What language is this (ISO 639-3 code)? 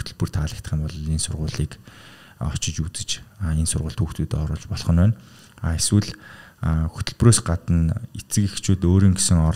mon